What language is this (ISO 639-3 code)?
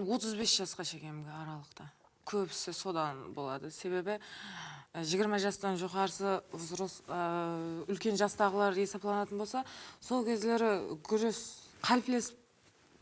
kaa